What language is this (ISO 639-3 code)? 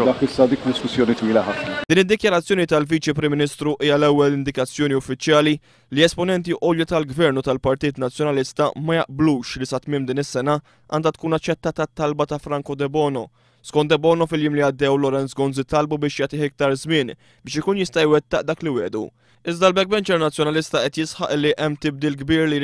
mlt